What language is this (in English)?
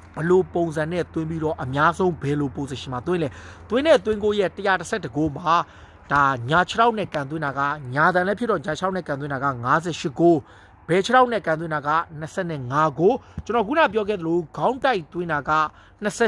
Burmese